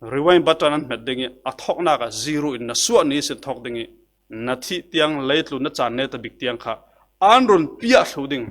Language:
Falam Chin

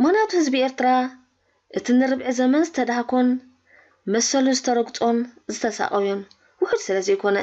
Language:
Tigrinya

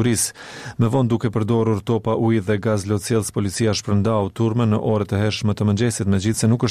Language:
Albanian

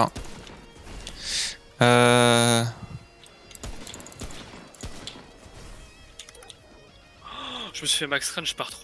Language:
French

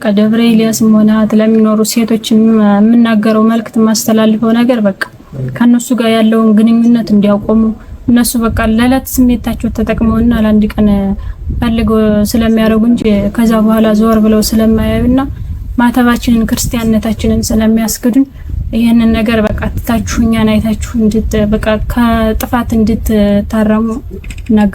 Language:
Amharic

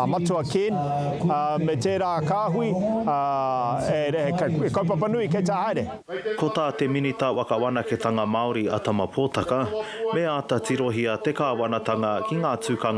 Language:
Māori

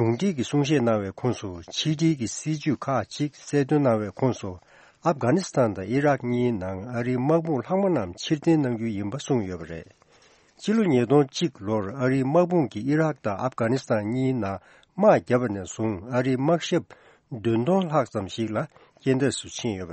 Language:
Tibetan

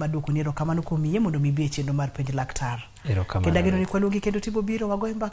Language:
Luo (Kenya and Tanzania)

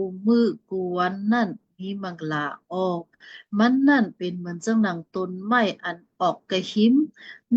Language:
Shan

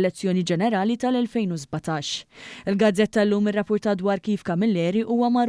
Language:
Maltese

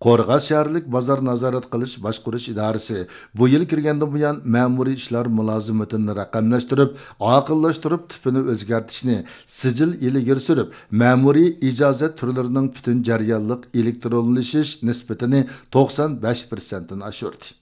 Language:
Uyghur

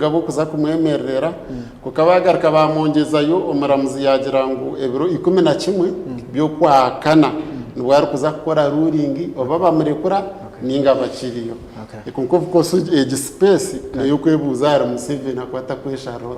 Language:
Nyankole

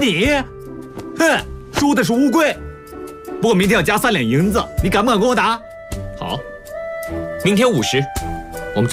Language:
Chinese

